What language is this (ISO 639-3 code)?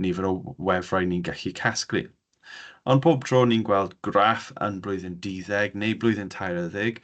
cym